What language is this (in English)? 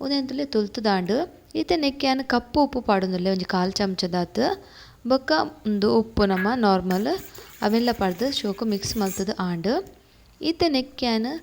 Tulu